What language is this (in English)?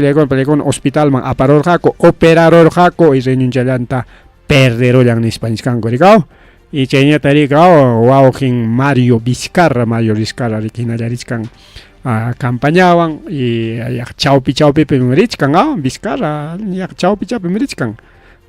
Ayacucho Quechua